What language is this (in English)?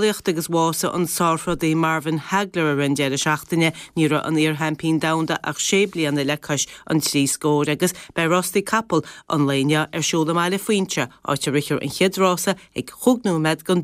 Irish